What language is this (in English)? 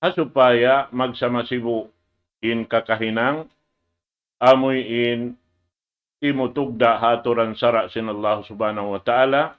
Tausug